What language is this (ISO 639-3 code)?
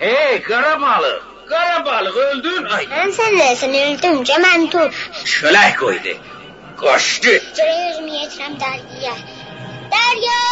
azb